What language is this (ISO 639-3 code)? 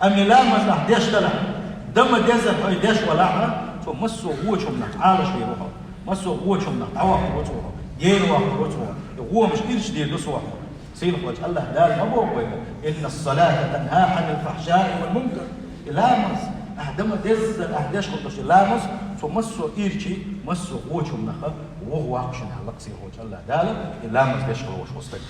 che